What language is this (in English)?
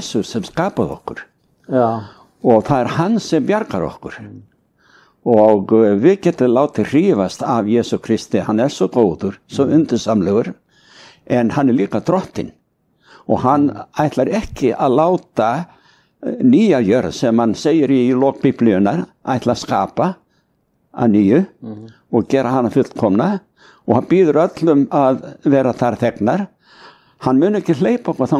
Icelandic